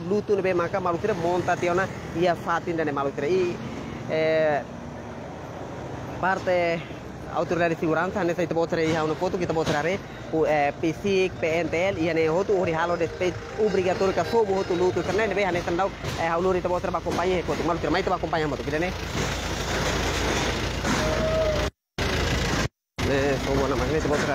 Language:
Tetum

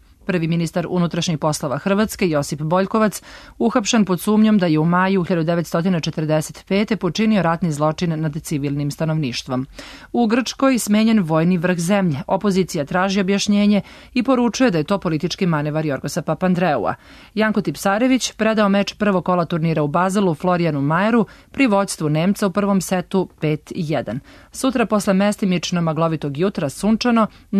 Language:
Serbian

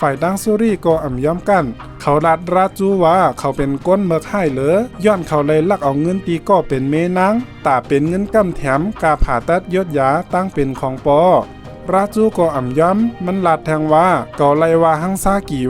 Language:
Shan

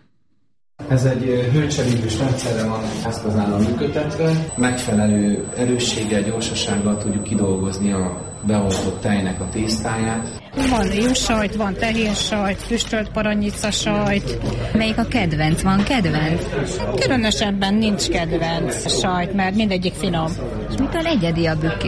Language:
Hungarian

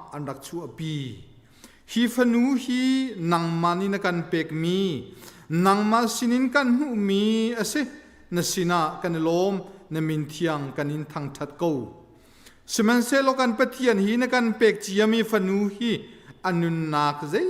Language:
Hakha Chin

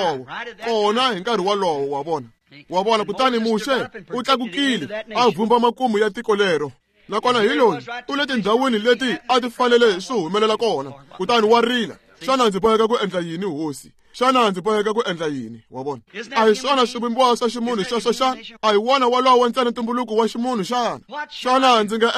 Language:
Tsonga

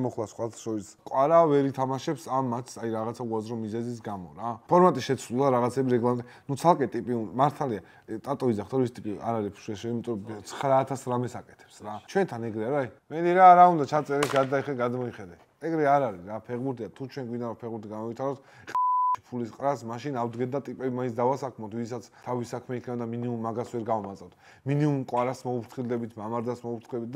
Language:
Georgian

